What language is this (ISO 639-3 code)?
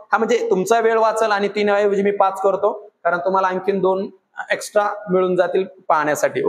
mar